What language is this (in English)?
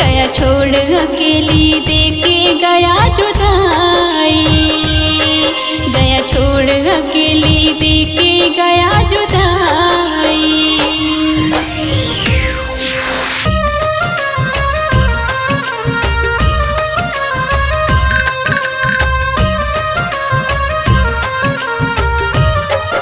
Hindi